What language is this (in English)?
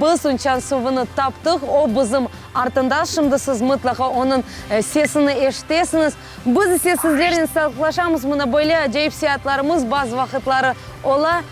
Crimean Tatar